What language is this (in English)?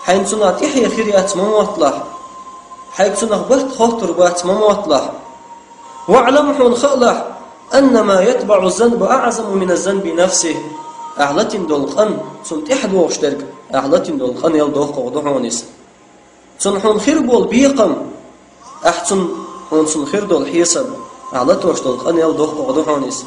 Chechen